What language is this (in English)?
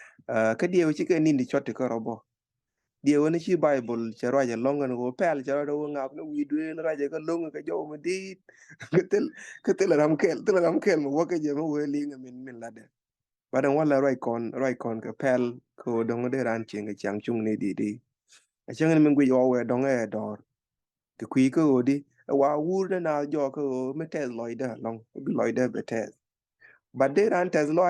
Nuer